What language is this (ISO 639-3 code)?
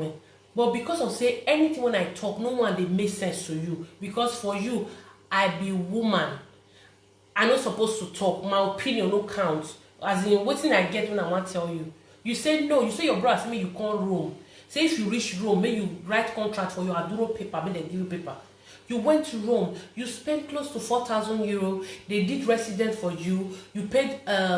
pcm